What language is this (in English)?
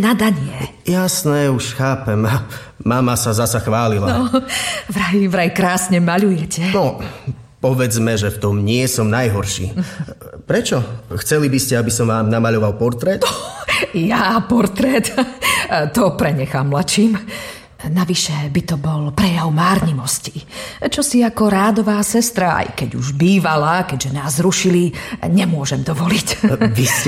Slovak